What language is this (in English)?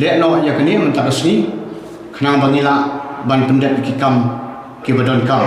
Khasi